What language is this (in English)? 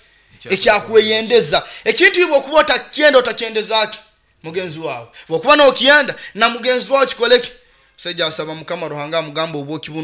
Nyoro